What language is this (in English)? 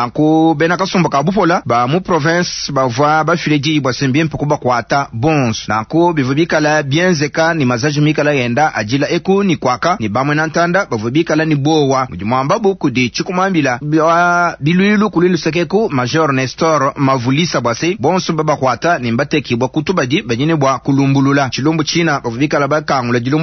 Luba-Lulua